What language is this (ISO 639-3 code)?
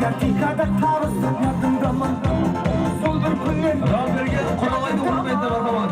kaa